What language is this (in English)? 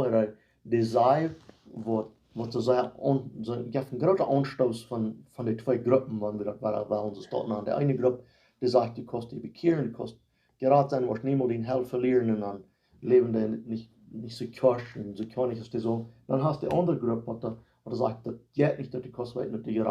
Plautdietsch